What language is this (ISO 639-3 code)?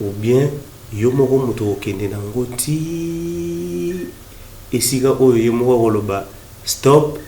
lin